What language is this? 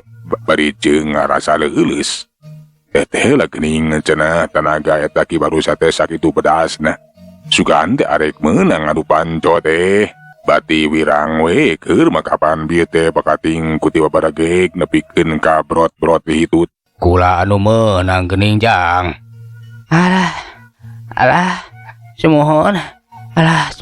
Sundanese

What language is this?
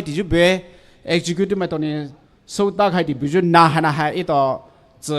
Poumei Naga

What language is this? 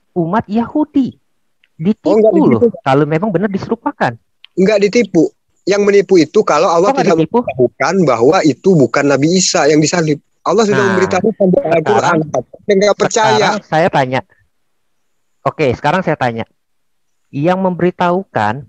Indonesian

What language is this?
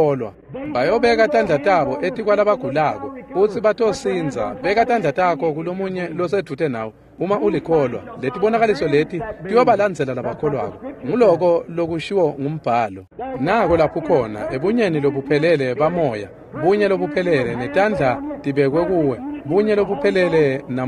Swati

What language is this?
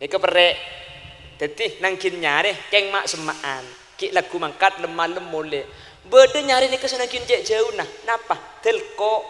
Madurese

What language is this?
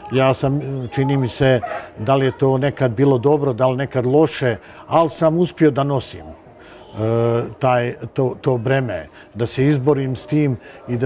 Bosnian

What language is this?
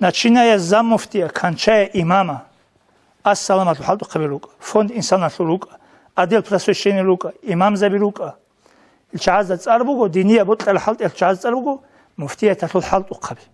Avaric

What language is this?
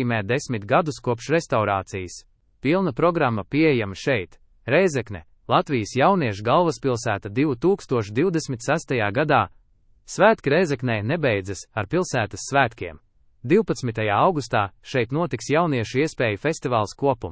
Latvian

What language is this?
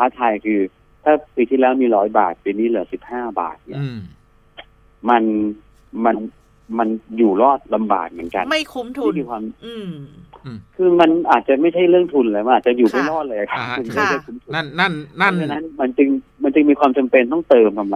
Thai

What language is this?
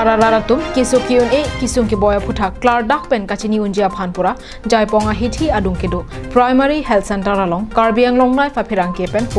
Karbi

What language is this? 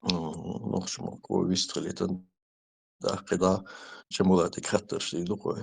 Chechen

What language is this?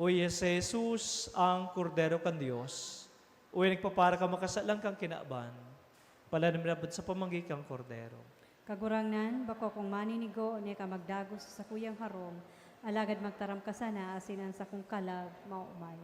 Bikol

